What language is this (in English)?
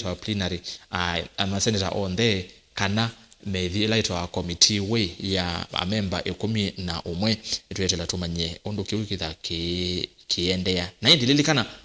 Kamba